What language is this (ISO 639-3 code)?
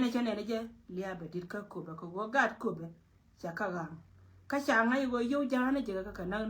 nus